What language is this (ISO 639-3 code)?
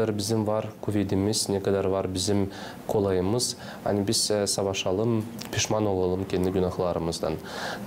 gag